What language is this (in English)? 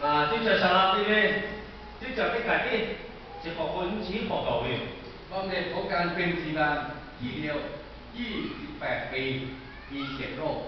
Lahu